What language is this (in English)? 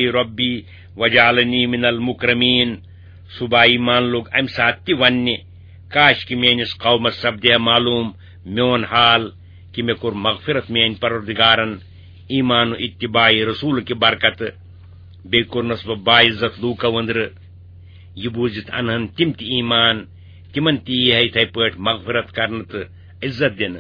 Kashmiri